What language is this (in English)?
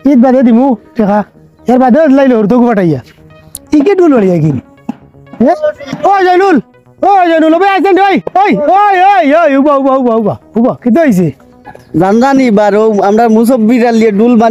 Sylheti